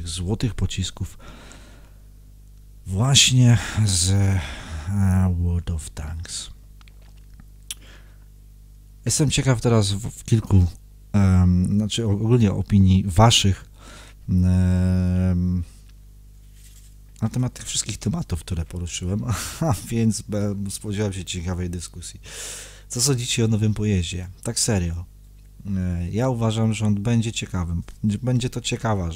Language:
Polish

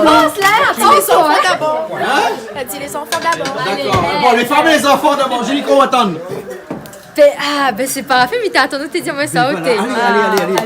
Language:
Réunion Creole French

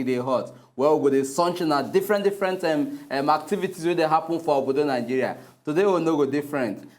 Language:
Nigerian Pidgin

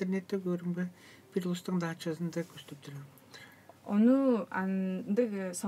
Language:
Tuvinian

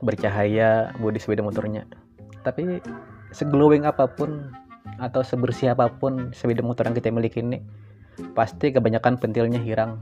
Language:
Banjar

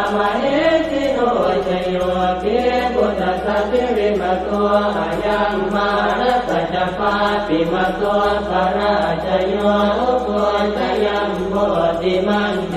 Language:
Pali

